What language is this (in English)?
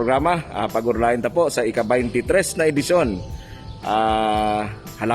Bikol